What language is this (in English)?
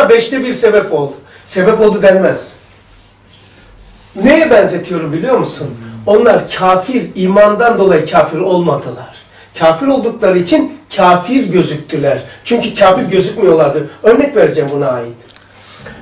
Turkish